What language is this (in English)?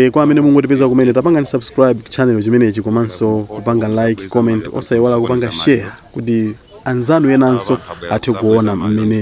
Nyanja